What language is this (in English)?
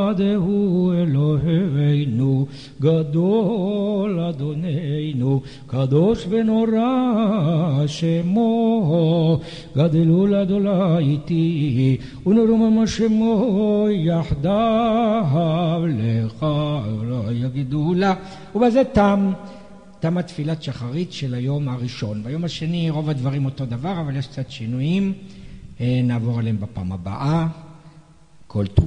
Hebrew